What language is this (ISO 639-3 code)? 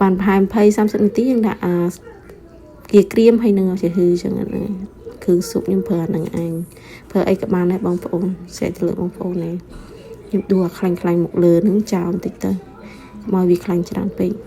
khm